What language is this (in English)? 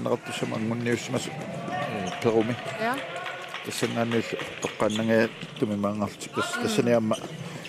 Kalaallisut